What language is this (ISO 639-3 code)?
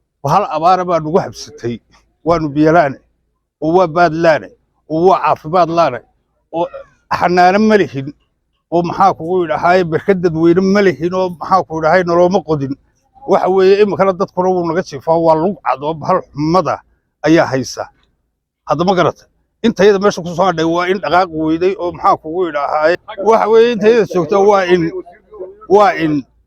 som